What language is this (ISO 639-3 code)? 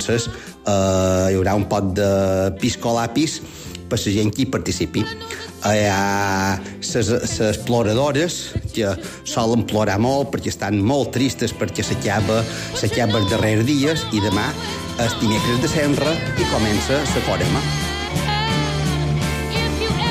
cat